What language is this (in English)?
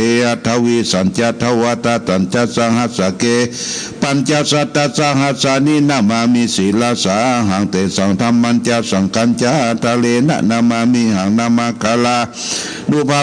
Pali